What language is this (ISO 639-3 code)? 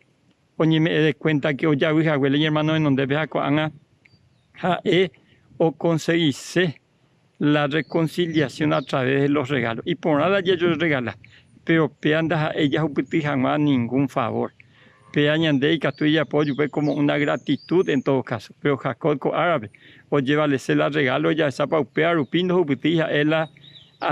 grn